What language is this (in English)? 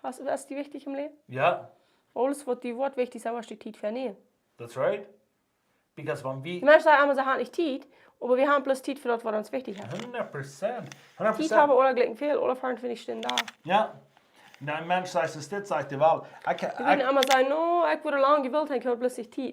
Plautdietsch